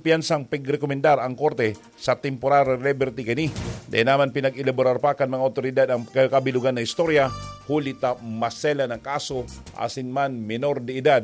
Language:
Bikol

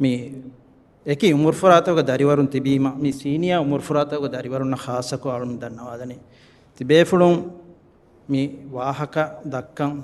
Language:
Divehi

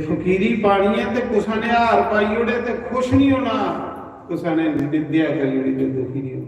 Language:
Dogri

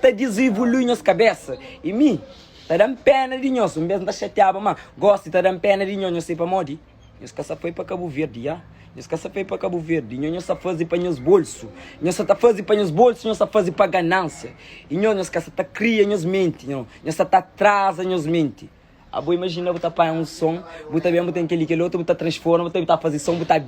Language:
Kabuverdianu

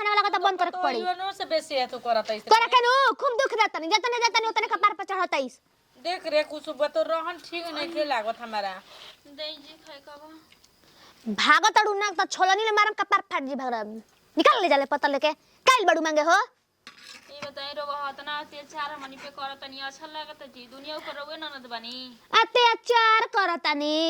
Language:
Bhojpuri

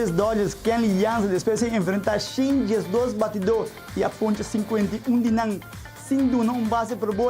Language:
Papiamento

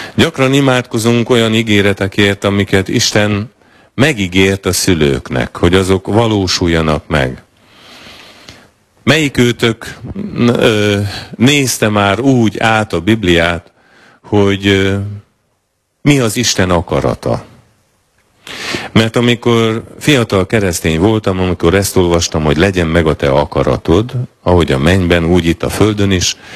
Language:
Hungarian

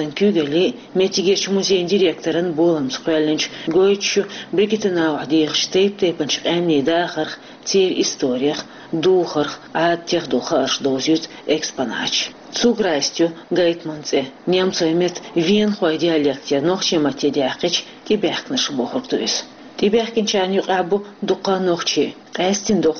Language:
Chechen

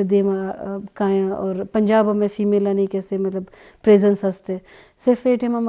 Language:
Eastern Balochi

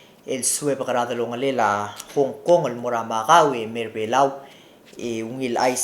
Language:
Palauan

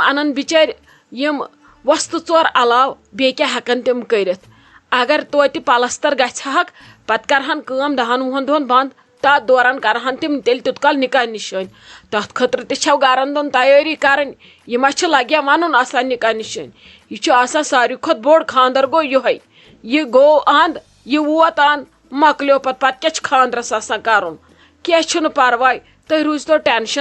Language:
Kashmiri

